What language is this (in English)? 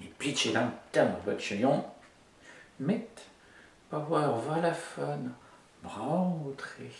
Breton